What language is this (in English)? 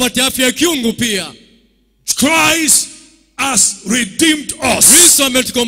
Swahili